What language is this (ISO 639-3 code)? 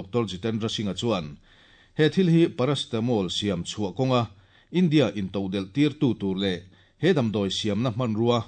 lus